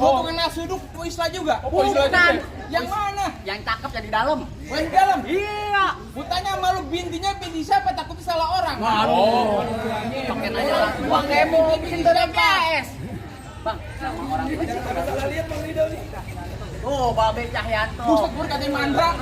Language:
Betawi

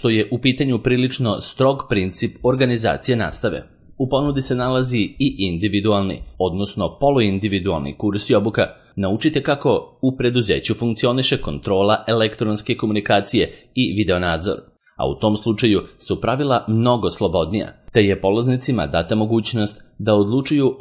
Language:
Serbian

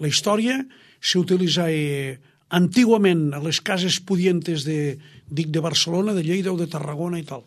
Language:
Catalan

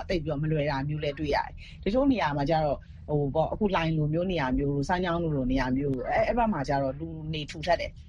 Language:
Burmese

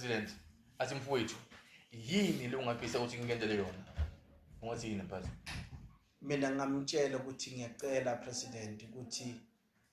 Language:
Zulu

